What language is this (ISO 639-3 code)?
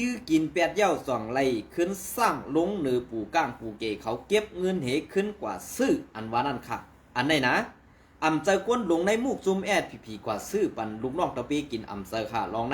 shn